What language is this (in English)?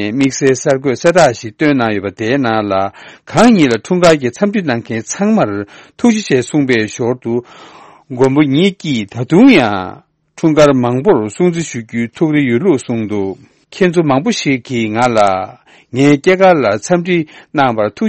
Tibetan